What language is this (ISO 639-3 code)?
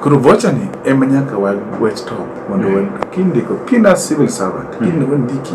luo